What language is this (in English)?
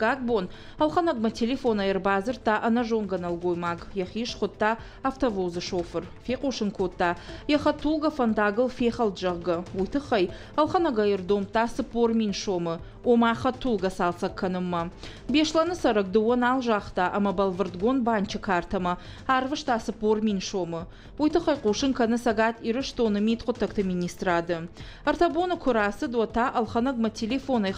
Ossetic